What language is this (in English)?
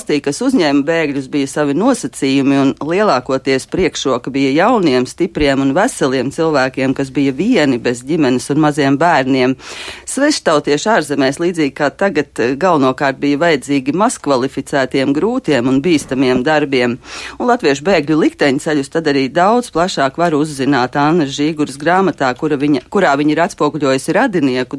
Latvian